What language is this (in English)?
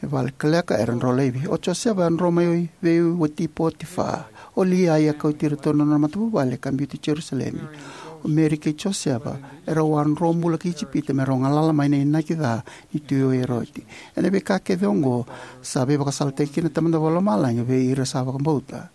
Fijian